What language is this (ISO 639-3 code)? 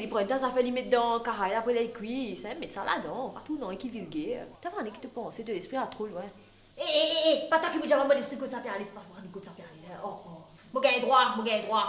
mfe